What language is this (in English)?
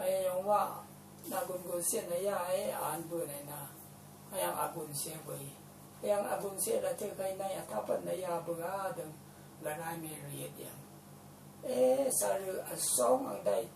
Rawang